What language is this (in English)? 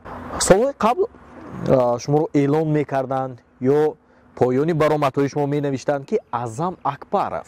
Tajik